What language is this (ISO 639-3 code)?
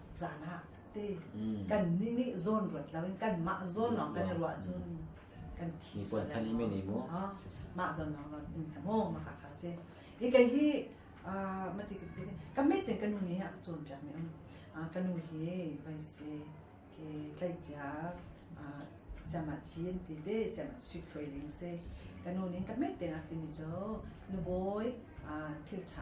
cnh